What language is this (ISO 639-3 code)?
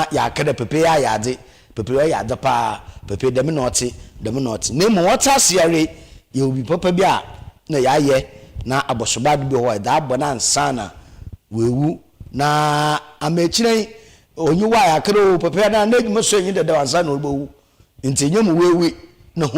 aka